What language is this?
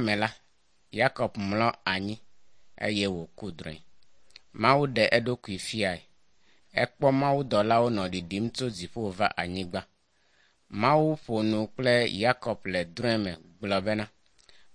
Ewe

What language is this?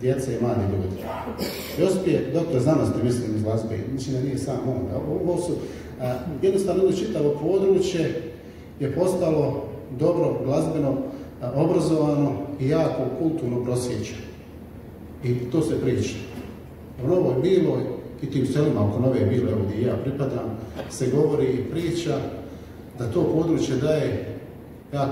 Croatian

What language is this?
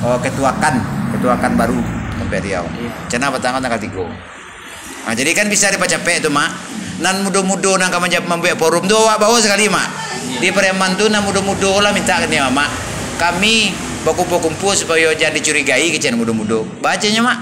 Minangkabau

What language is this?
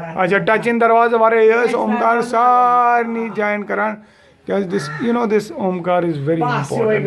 Kashmiri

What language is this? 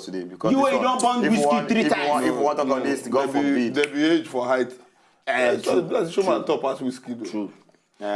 Nigerian Pidgin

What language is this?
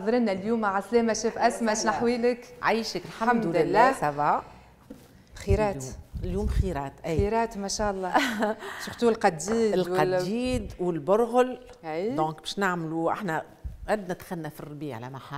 Tunisian Arabic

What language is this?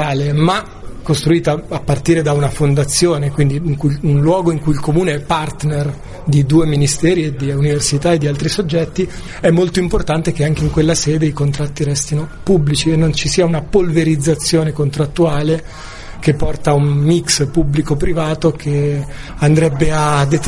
Italian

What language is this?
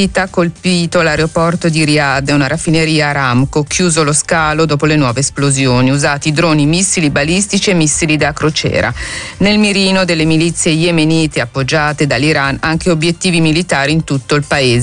Italian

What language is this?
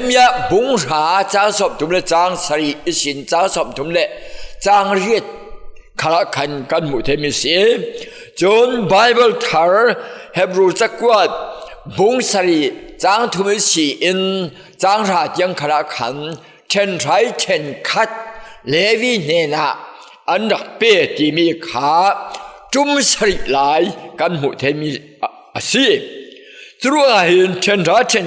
Falam Chin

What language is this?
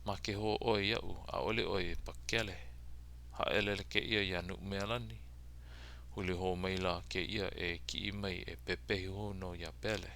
Hawaiian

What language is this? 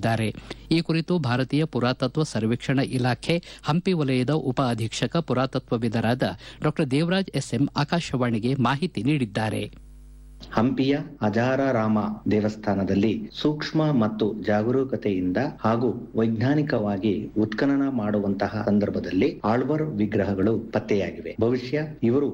Kannada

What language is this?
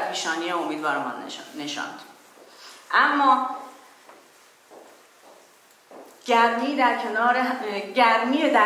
Persian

